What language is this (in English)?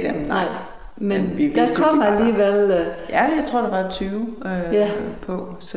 Danish